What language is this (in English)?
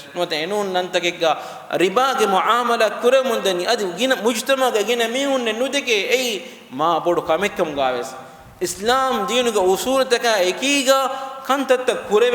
Divehi